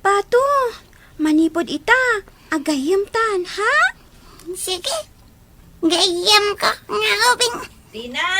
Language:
Iloko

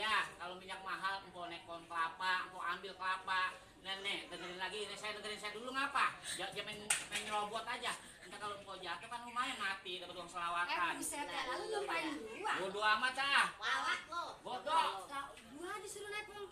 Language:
Betawi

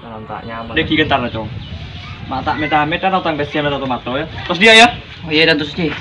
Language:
Madurese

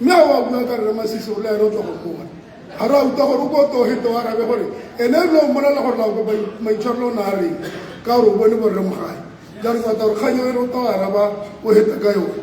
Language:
Tswana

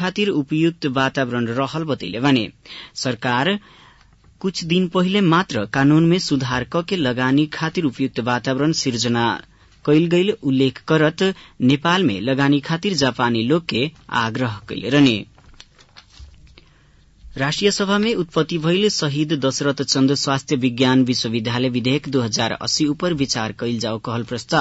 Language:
Bhojpuri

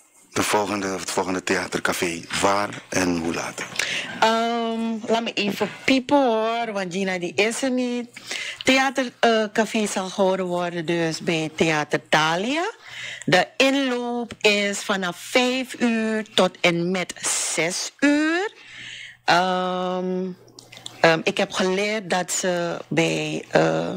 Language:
Dutch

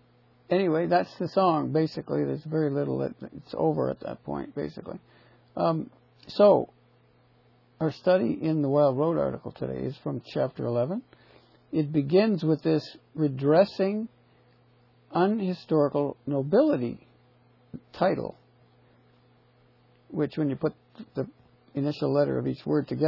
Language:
English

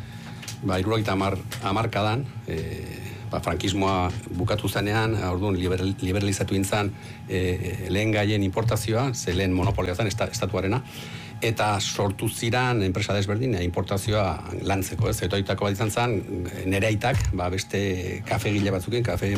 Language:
Basque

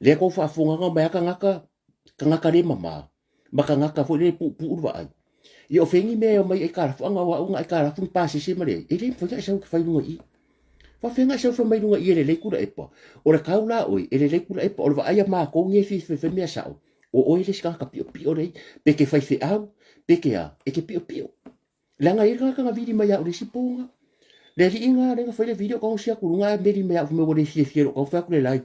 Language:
Samoan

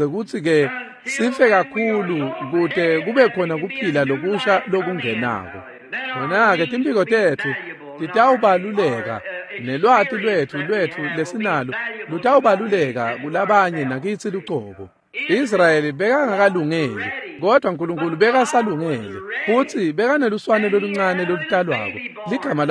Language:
Swati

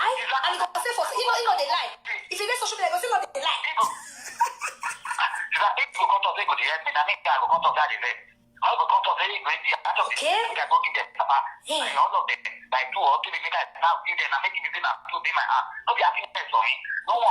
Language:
Nigerian Pidgin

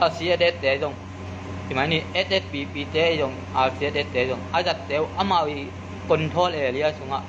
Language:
Tedim Chin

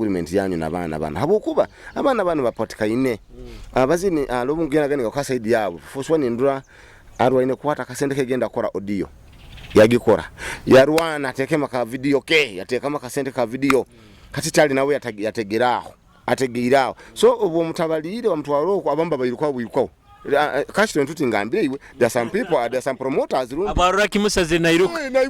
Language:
Nyoro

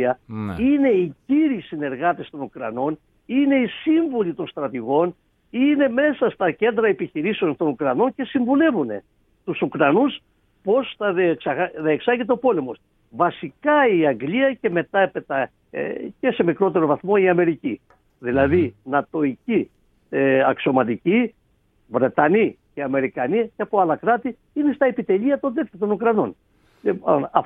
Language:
Greek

